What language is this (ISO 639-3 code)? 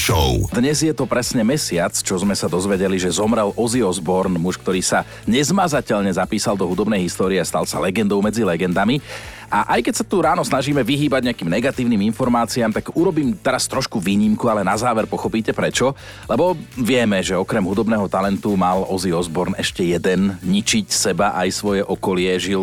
slk